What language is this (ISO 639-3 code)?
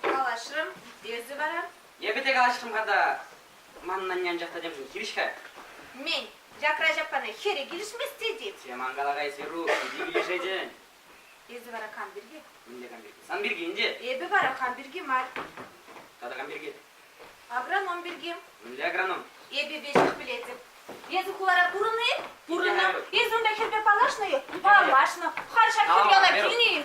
chv